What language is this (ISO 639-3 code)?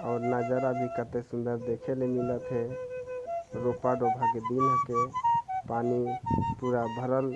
sck